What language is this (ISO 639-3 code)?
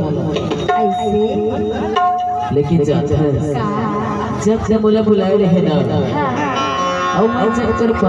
hne